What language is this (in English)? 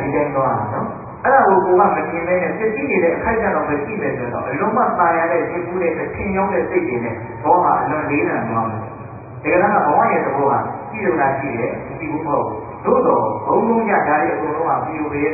Burmese